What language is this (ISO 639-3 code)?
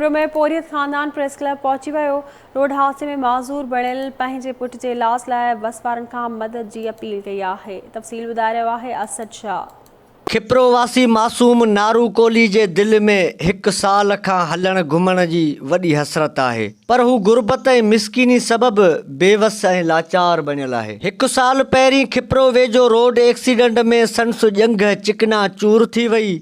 snd